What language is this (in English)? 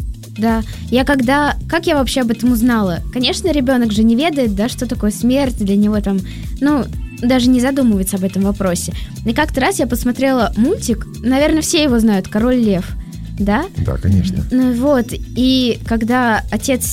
Russian